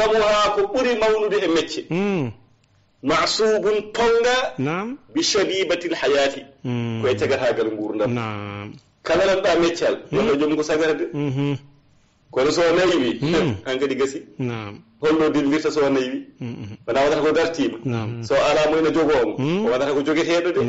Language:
Fula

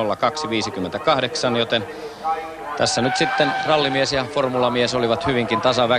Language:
Finnish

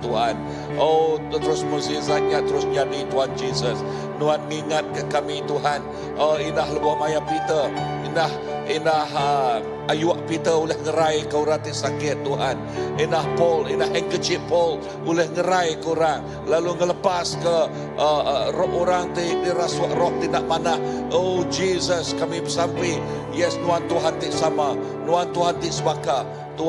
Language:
Iban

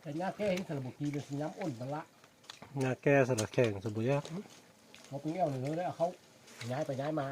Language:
Lao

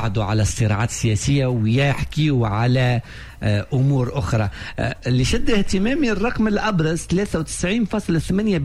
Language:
Tunisian Arabic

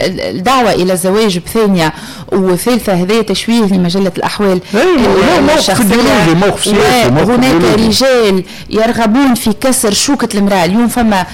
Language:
Tunisian Arabic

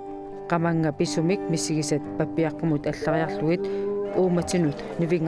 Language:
Kalaallisut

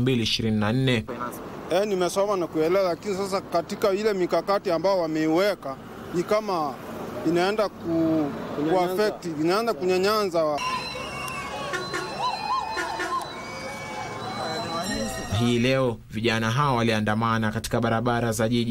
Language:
Swahili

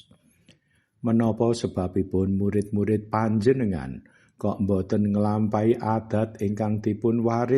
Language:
Javanese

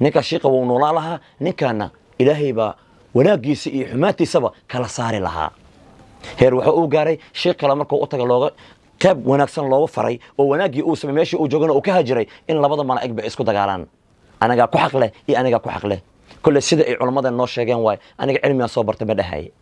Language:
Somali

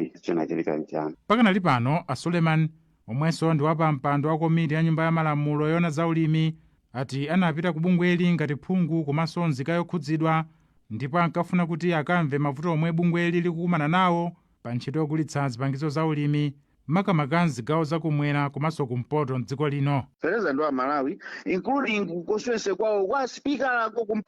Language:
Nyanja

